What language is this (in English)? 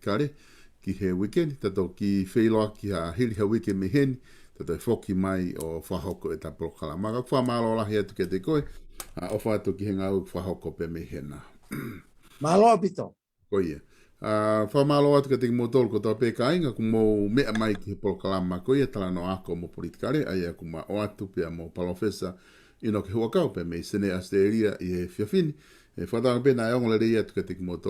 Tongan